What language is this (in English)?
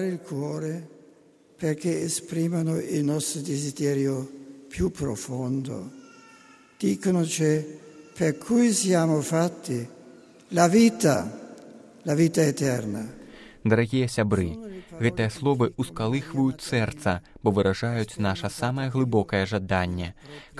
Belarusian